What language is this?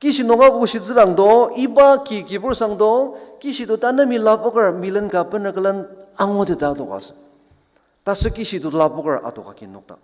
Ao Naga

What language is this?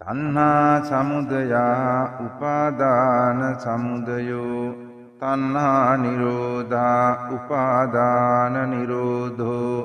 Sinhala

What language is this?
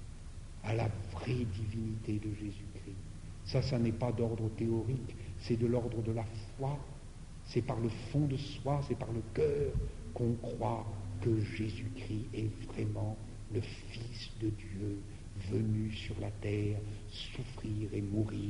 French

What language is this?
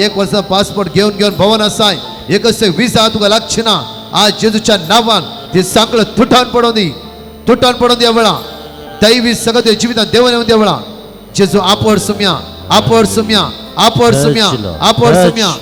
Konkani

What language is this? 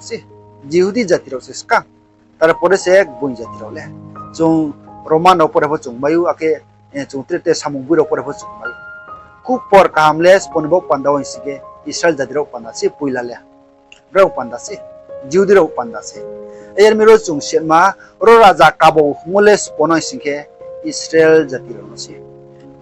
Riang (India)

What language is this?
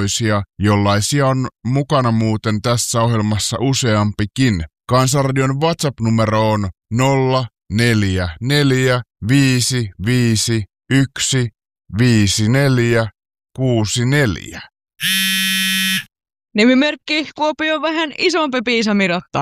Finnish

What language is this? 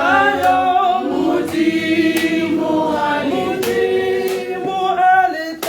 Tswana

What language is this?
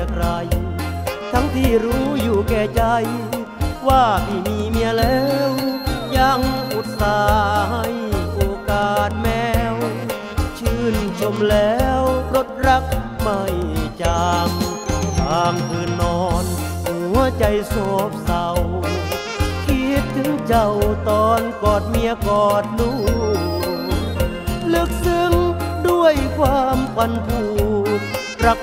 Thai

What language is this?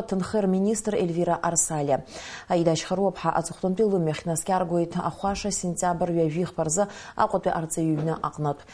Abkhazian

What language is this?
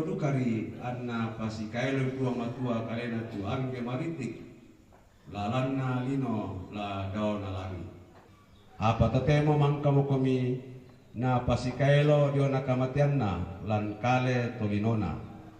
Toraja-Sa'dan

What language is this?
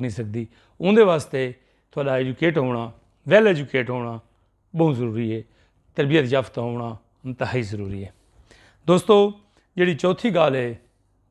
Saraiki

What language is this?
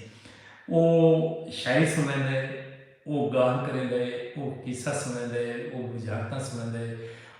Saraiki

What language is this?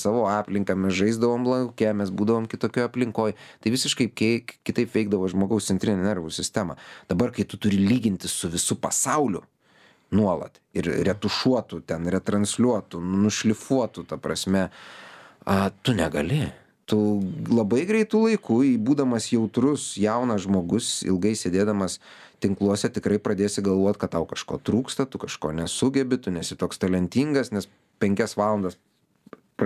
Lithuanian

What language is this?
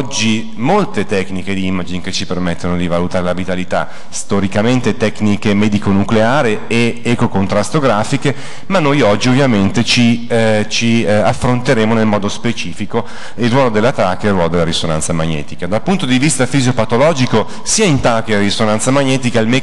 Italian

